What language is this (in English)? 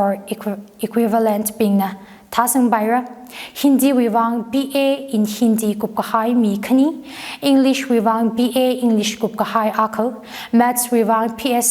Tangkhul Naga (India)